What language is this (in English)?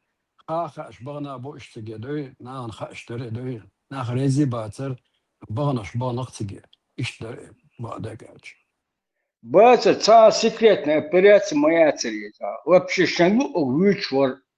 Chechen